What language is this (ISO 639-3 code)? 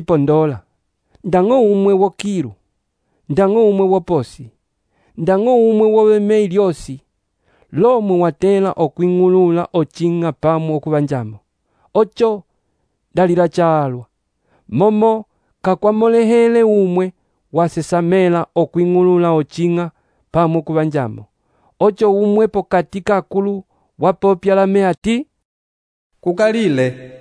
umb